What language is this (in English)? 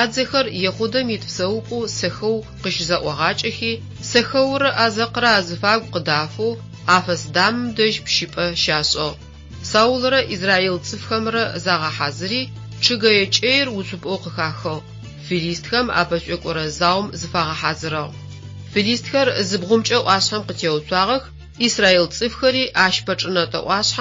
Adyghe